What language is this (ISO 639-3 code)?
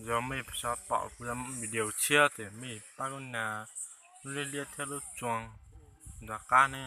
hmn